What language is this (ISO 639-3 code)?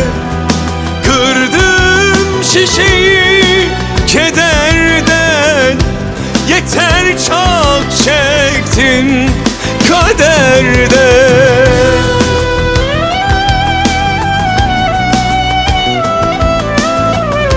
tur